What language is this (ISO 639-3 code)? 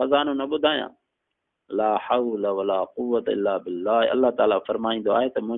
snd